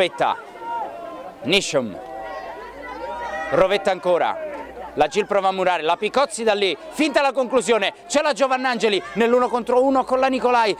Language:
Italian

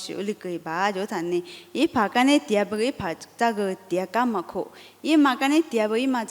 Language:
Lisu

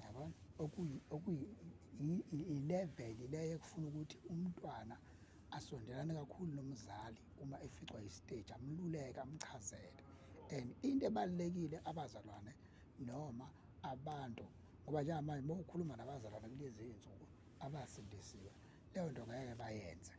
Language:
Zulu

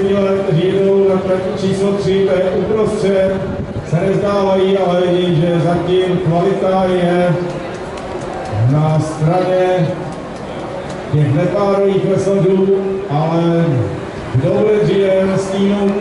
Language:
Czech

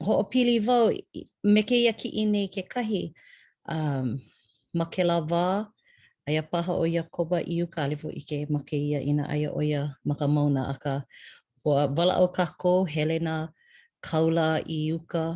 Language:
Hawaiian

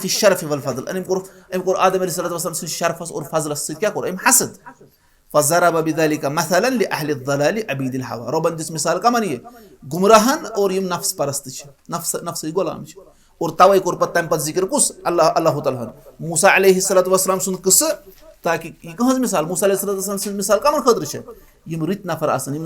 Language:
Kashmiri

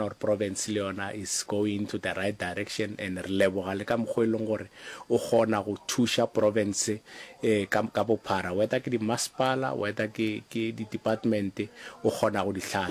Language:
Northern Sotho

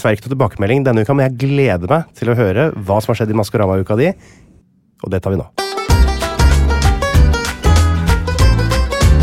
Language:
Norwegian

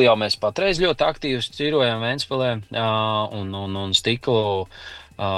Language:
Latvian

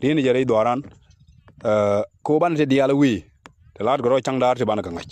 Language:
Nuer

